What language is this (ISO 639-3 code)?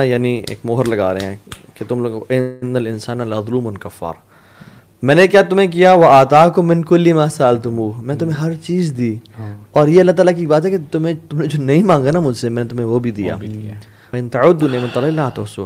urd